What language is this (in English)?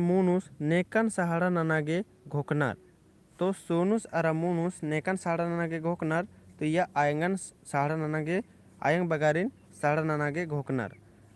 Kurukh